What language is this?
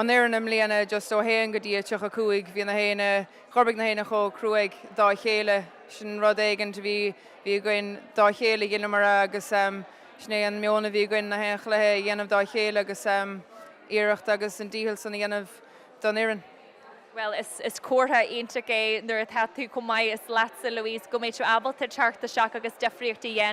Irish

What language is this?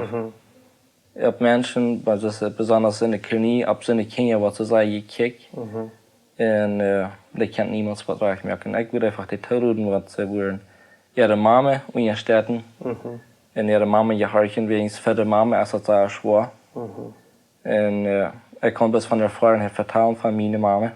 Plautdietsch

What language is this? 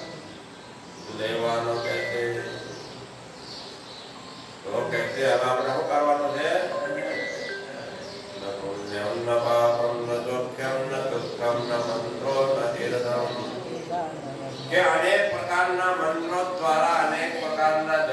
Gujarati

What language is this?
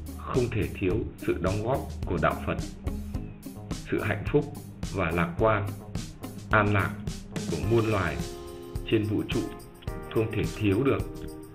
Vietnamese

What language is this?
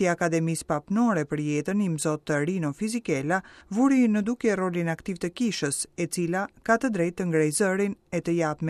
Albanian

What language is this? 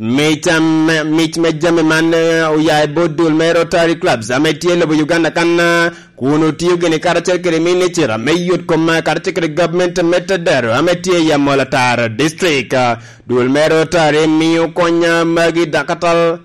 Lango (Uganda)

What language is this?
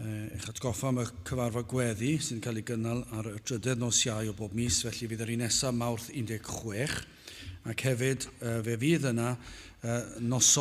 Welsh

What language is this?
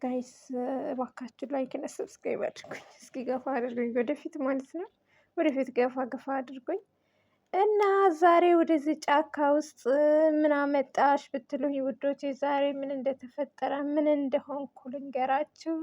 Amharic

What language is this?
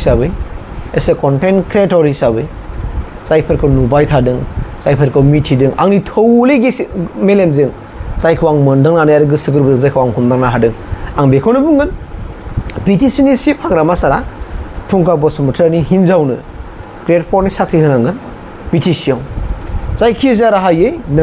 Bodo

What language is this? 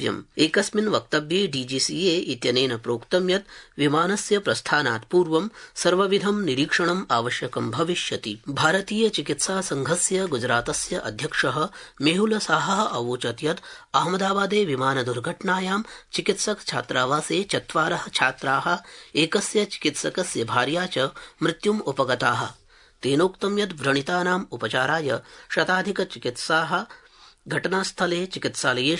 Sanskrit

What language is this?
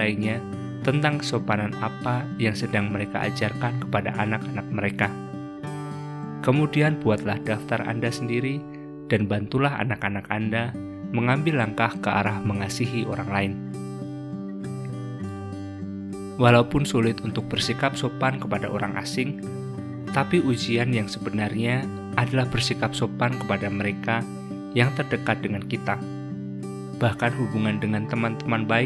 Indonesian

